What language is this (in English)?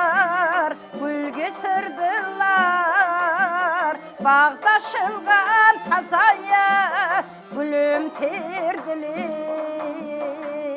Kara-Kalpak